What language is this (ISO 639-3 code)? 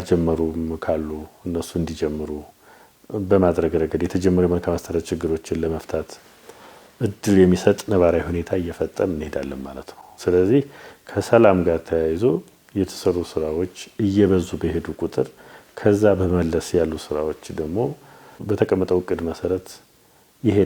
amh